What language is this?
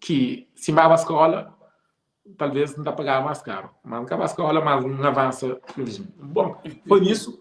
Kabuverdianu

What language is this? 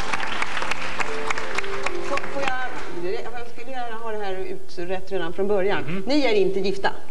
Swedish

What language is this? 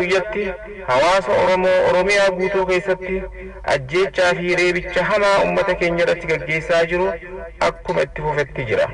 Oromo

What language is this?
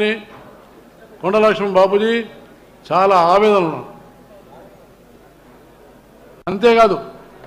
Telugu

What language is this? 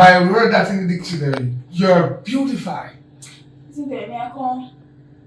Jamaican Creole English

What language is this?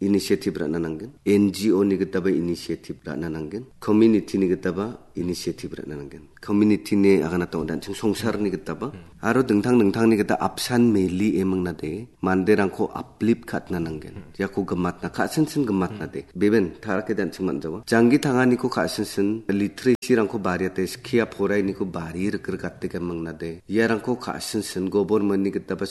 Garo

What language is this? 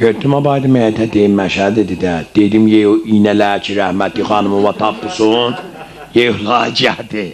South Azerbaijani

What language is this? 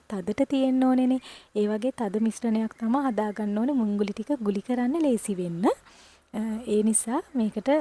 Sinhala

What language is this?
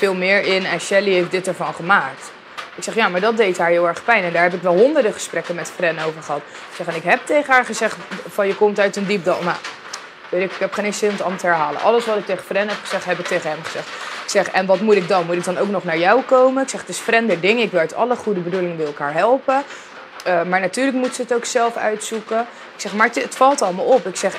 Dutch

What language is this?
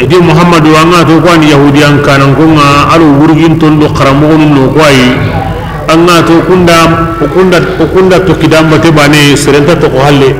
Bambara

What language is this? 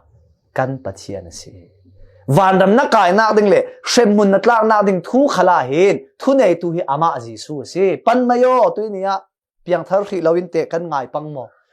Falam Chin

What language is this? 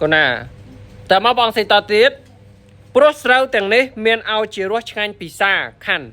Khmer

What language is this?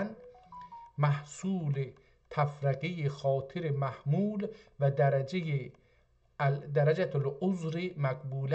South Azerbaijani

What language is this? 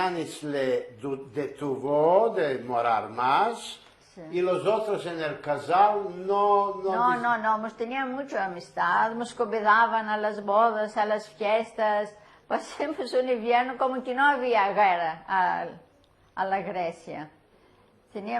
Ladino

